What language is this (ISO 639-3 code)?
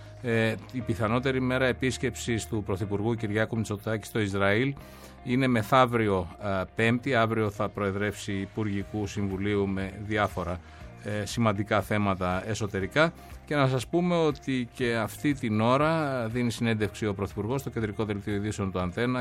ell